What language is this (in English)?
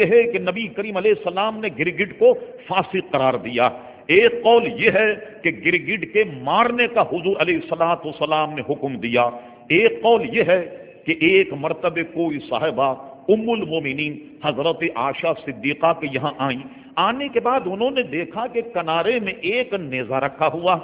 Urdu